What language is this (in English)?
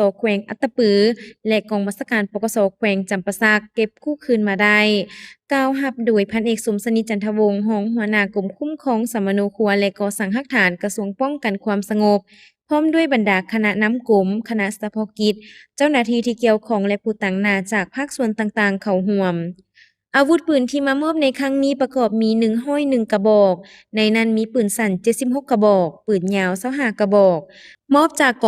Lao